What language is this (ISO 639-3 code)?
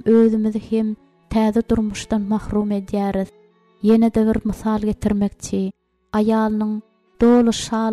tuk